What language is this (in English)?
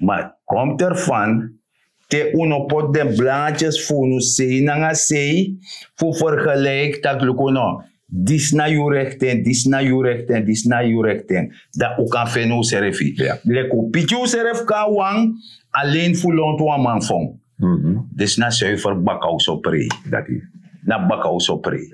Sranan Tongo